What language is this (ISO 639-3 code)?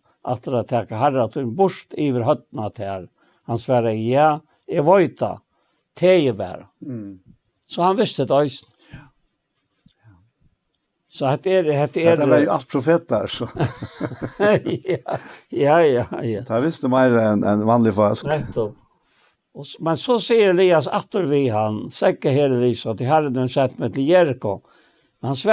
fao